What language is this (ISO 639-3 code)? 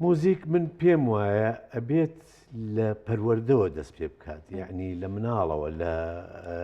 ckb